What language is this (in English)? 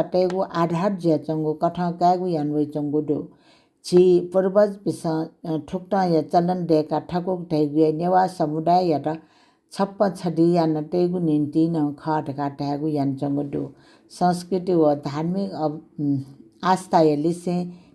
Newari